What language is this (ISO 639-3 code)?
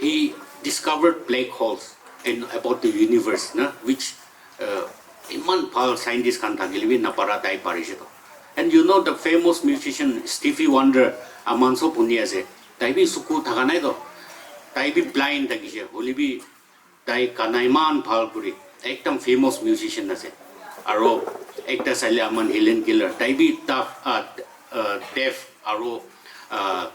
nag